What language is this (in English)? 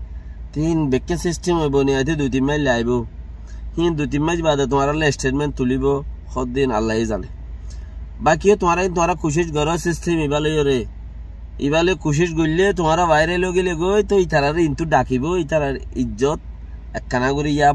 Rohingya